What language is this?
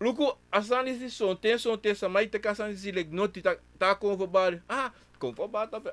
Sranan Tongo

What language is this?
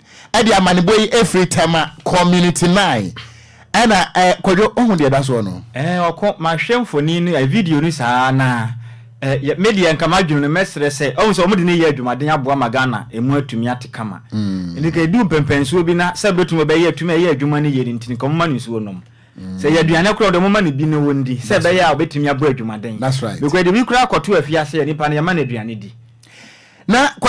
Akan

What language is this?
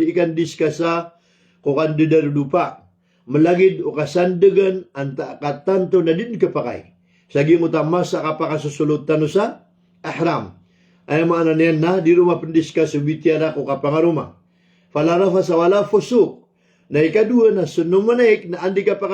Maranao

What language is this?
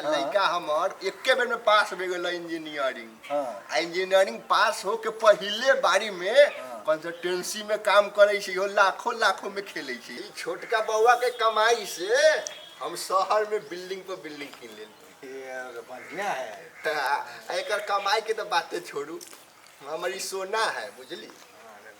Maithili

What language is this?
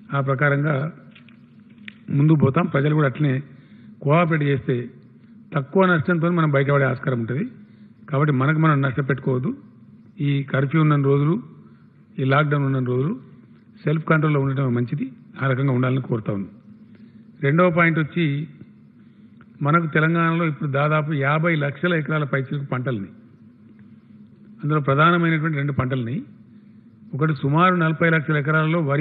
Telugu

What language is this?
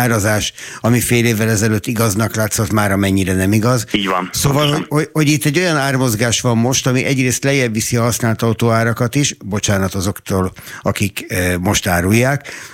Hungarian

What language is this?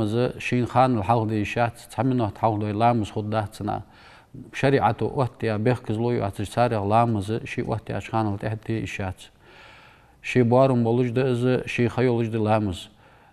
Ingush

